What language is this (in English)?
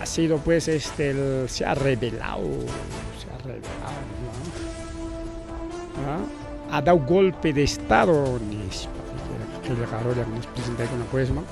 Ayacucho Quechua